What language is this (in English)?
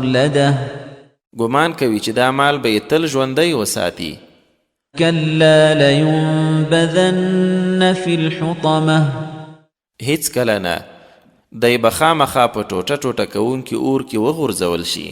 Pashto